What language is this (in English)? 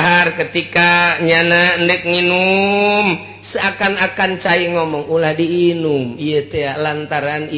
Sundanese